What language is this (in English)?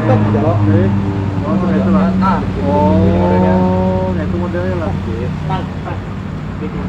Banjar